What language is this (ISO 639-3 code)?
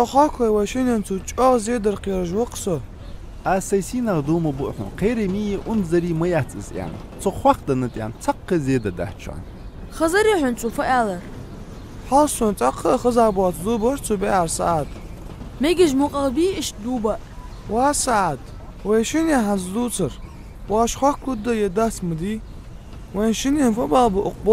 inh